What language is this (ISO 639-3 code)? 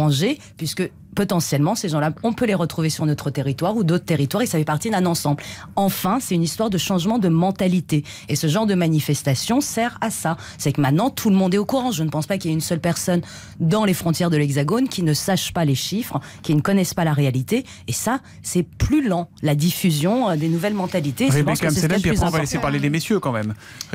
fra